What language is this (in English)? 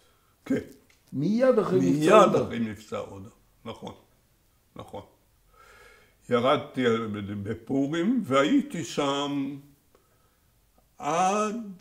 Hebrew